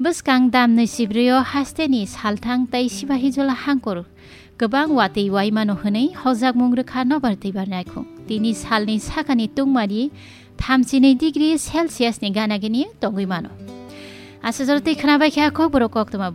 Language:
Kok Borok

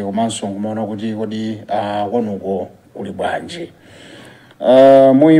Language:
Nyanja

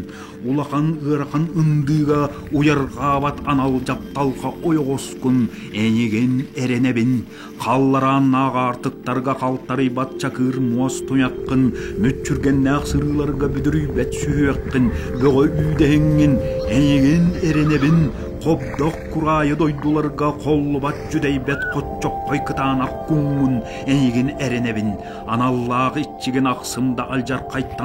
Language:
Yakut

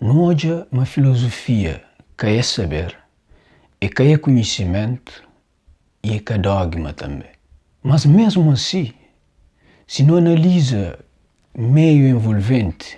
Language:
Kabuverdianu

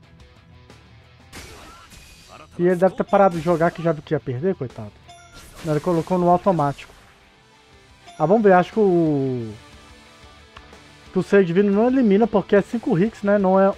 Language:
Portuguese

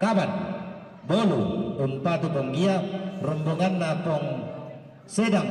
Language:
Toraja-Sa'dan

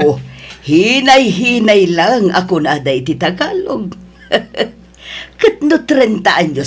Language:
Iloko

